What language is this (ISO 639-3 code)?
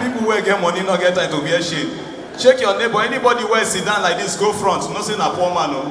pcm